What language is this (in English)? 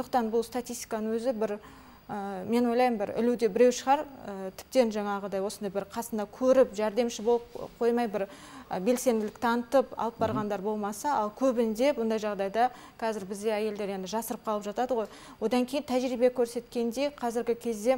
Kazakh